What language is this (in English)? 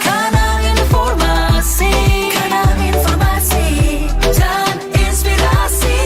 Manado Malay